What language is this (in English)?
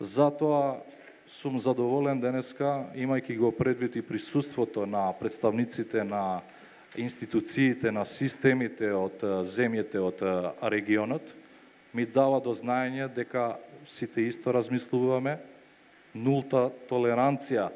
Macedonian